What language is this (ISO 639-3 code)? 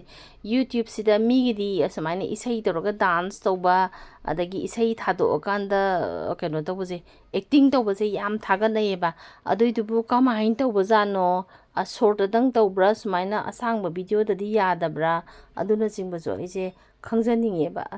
mni